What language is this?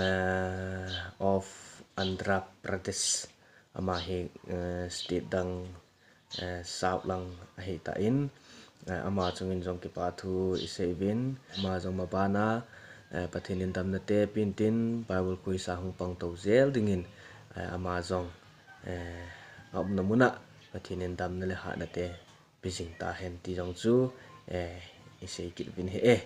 Thado Chin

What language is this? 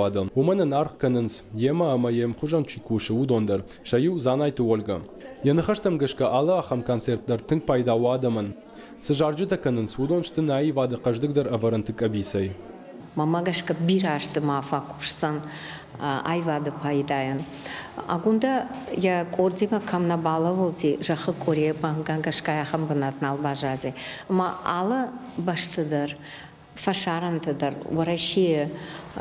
Ossetic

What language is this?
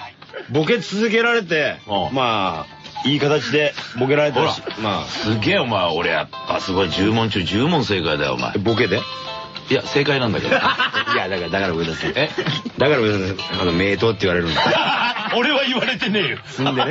Japanese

